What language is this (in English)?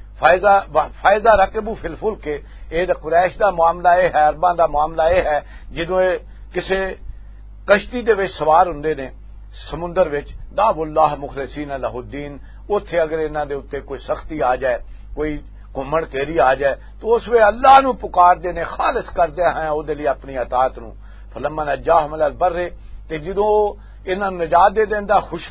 Western Panjabi